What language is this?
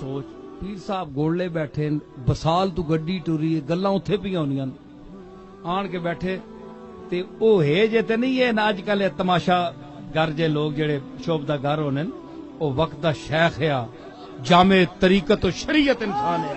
Saraiki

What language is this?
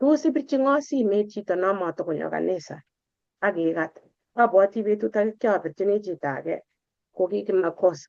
Kalenjin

